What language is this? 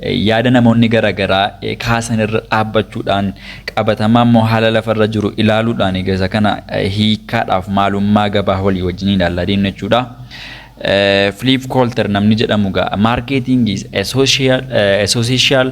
Oromo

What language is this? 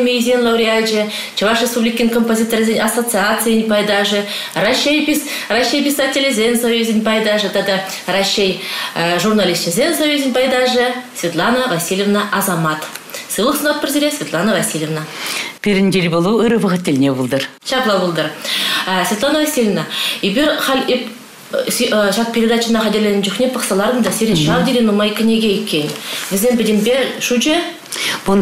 Chuvash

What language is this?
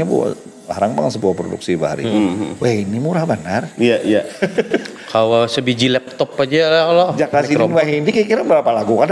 Banjar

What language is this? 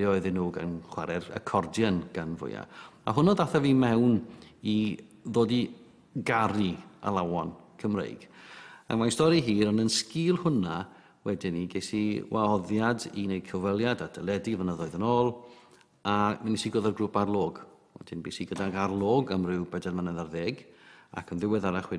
Welsh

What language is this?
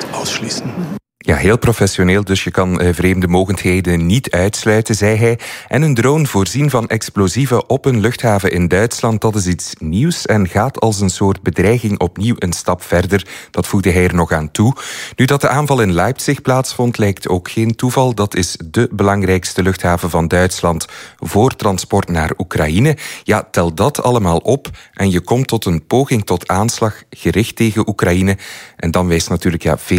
Dutch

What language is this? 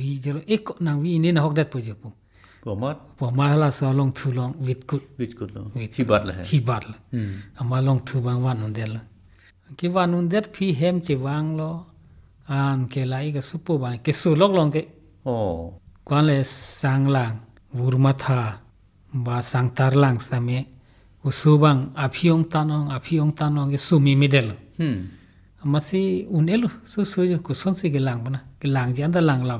Karbi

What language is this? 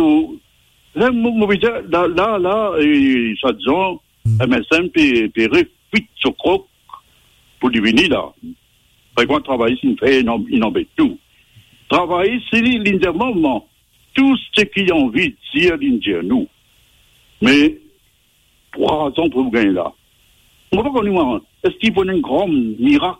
Morisyen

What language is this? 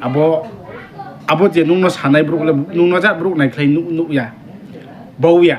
Riang (India)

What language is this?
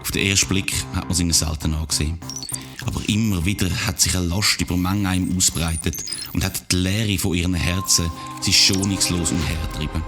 Swiss German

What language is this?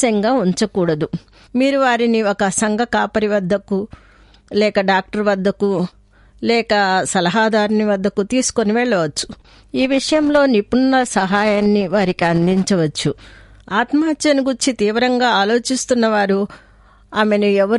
Telugu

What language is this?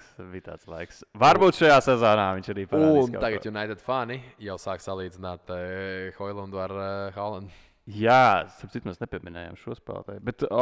Latvian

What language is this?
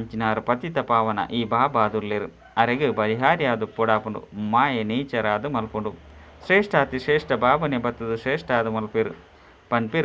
Tulu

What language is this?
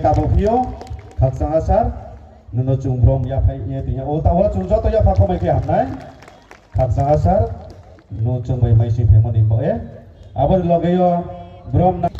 Riang (India)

